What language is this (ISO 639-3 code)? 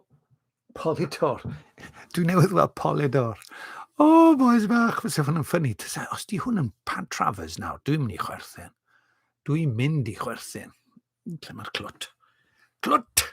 cym